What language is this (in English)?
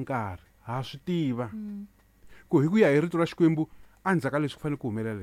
Tsonga